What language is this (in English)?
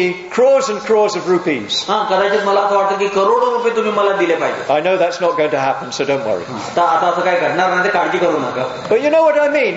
Marathi